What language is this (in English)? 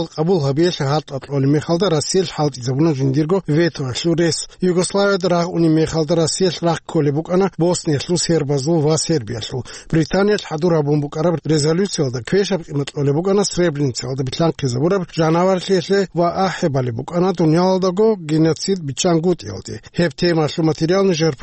Avaric